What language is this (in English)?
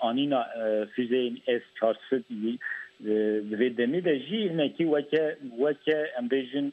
Kurdish